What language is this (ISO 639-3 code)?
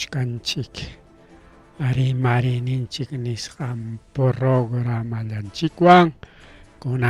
quy